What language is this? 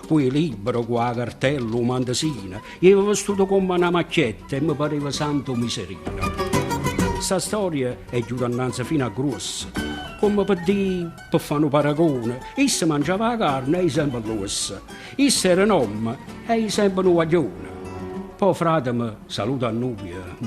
Neapolitan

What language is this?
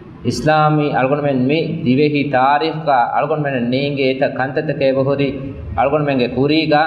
Divehi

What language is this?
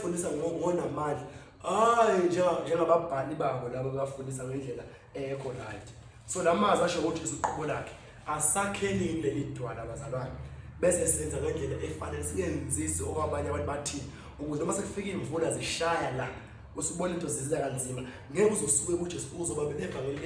Zulu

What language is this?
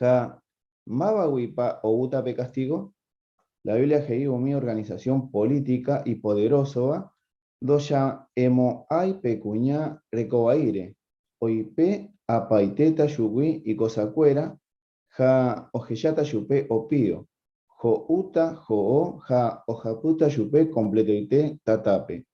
Guarani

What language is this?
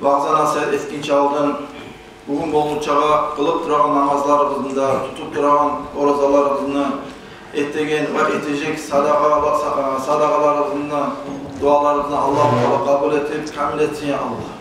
Kumyk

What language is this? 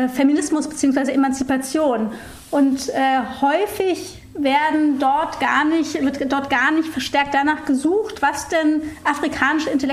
German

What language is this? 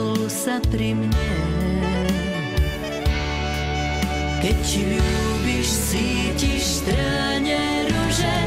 Slovak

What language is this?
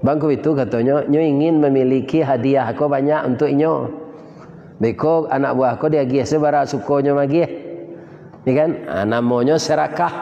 Minangkabau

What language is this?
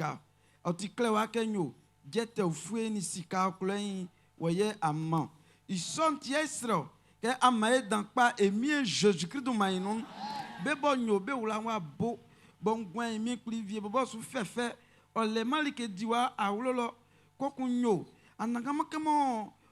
Baoulé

